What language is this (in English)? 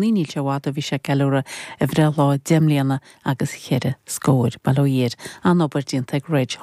Irish